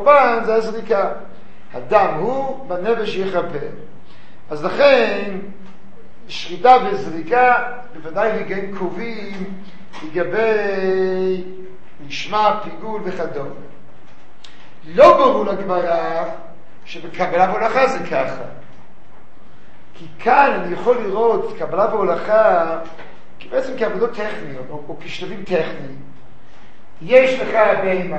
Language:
Hebrew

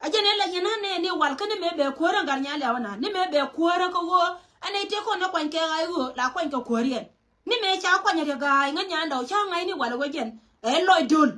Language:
Nuer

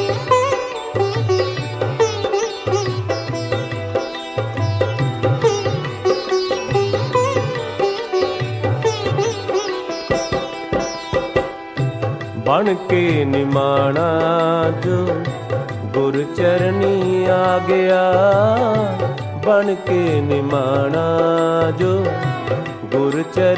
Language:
Punjabi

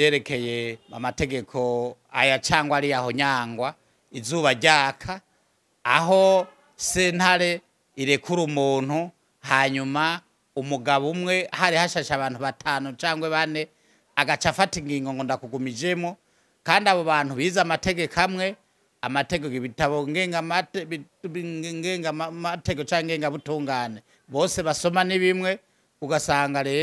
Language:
Rundi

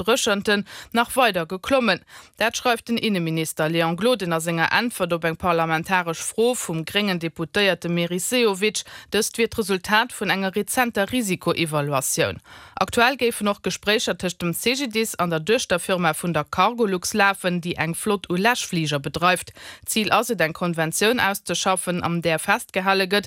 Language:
Luxembourgish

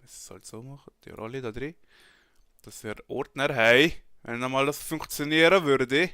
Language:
Swiss German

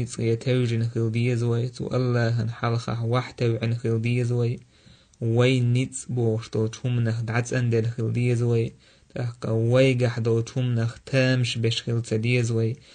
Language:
Chechen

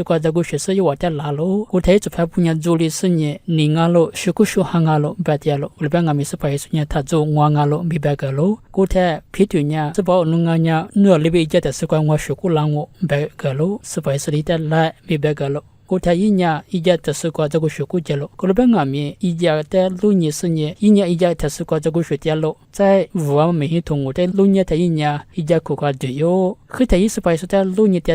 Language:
Lisu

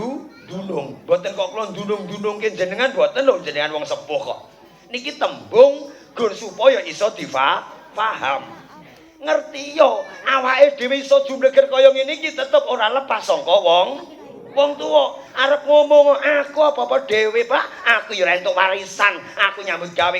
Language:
Javanese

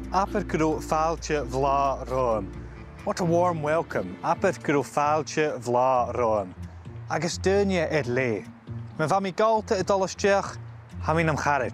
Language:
Scottish Gaelic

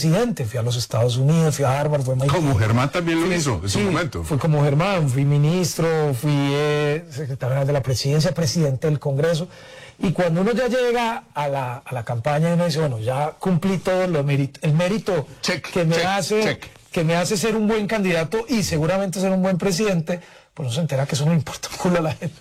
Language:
Spanish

